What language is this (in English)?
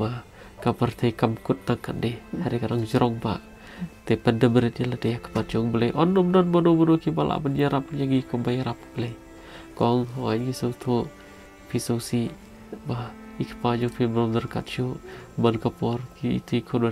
Khasi